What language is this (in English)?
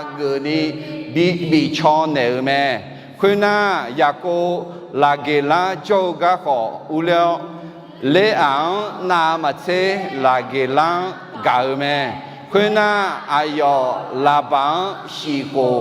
Akha